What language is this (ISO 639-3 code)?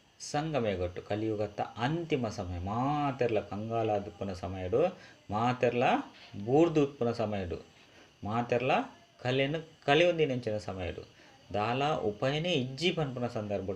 tcy